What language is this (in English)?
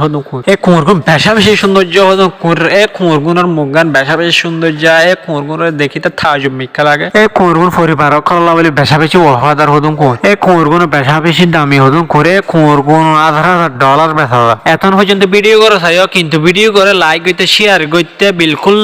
Rohingya